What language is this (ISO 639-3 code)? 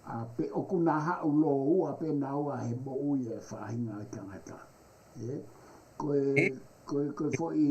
ton